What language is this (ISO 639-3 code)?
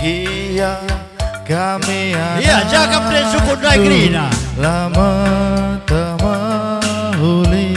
btx